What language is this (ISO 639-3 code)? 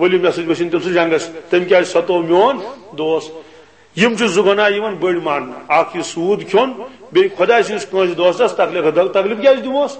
kas